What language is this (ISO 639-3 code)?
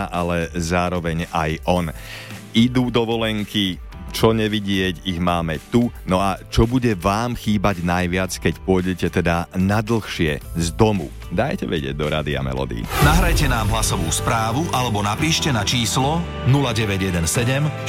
slk